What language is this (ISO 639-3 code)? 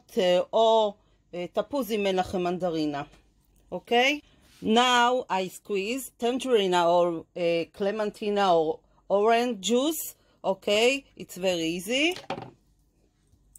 heb